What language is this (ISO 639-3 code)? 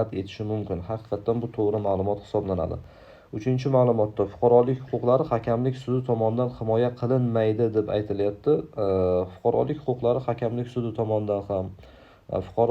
uzb